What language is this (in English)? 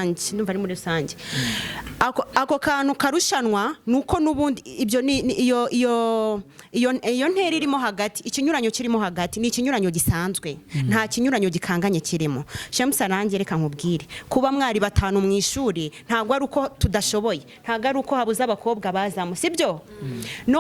Kinyarwanda